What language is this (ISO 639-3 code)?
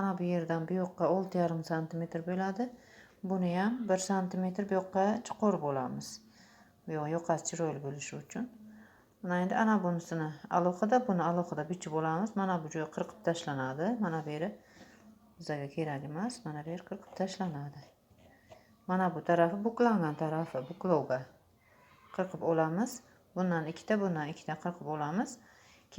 uzb